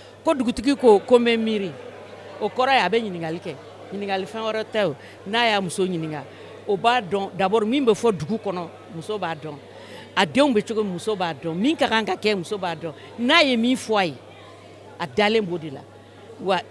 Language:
Bambara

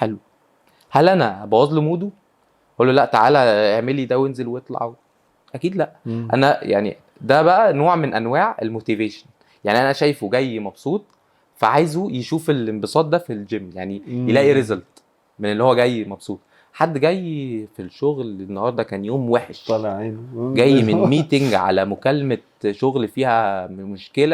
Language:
Egyptian Arabic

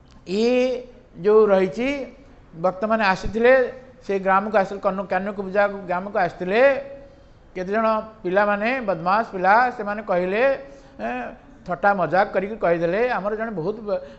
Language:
Odia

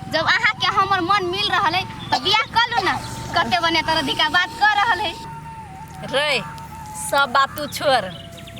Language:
Maithili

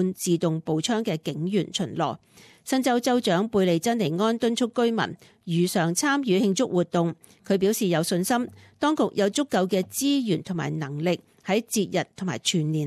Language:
Cantonese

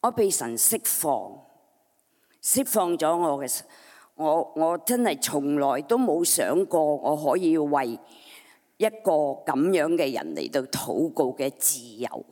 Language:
Cantonese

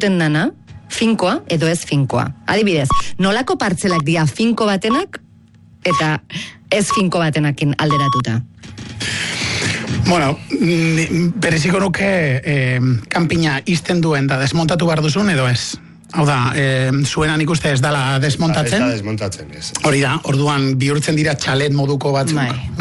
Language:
Basque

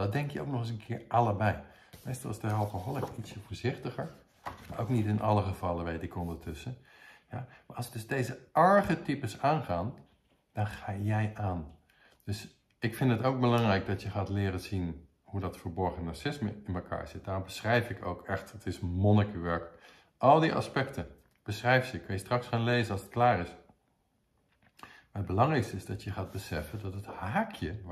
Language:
Dutch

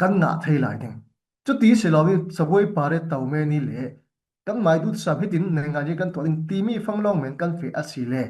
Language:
Falam Chin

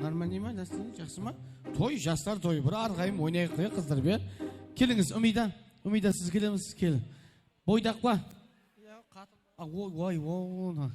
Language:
Kara-Kalpak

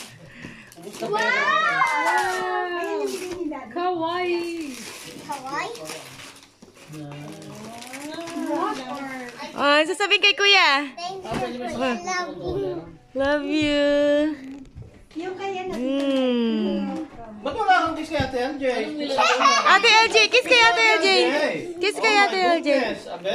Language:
Filipino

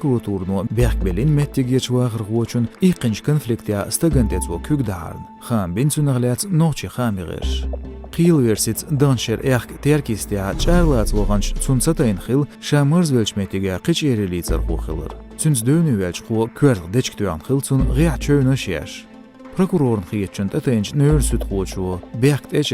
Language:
Chechen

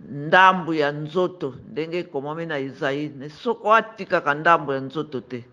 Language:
Lingala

